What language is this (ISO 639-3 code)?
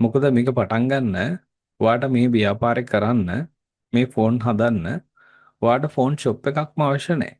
sin